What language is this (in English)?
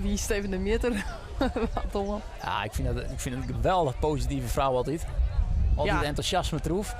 Western Frisian